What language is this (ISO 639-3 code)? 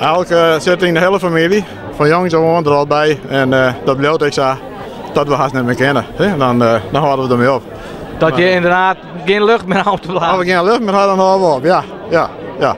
fry